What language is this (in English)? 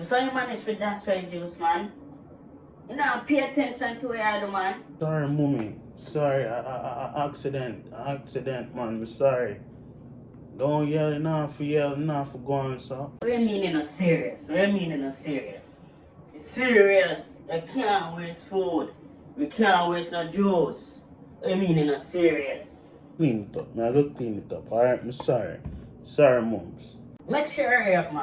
Jamaican Creole English